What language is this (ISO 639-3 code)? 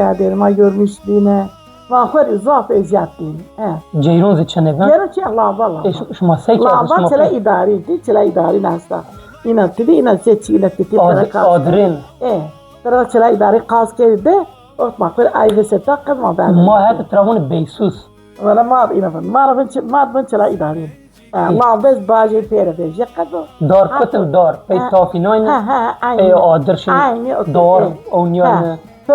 zza